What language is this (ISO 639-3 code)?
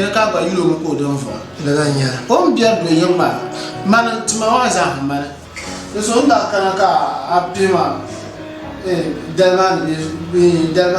dag